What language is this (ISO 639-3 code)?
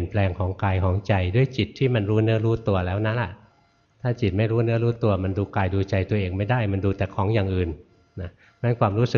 tha